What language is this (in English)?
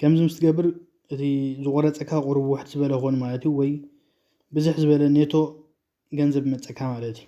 Tigrinya